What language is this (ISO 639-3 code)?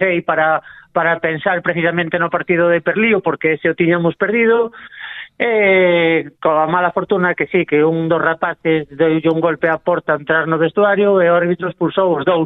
glg